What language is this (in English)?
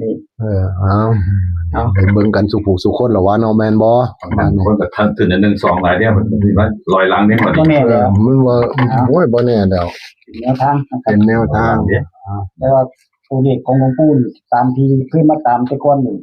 Northeastern Thai